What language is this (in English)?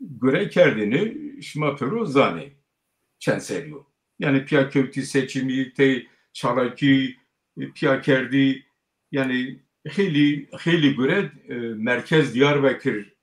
Zaza